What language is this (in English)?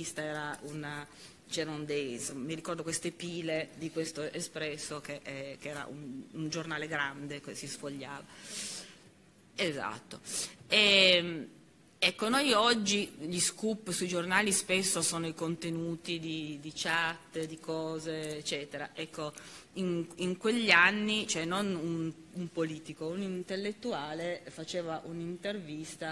Italian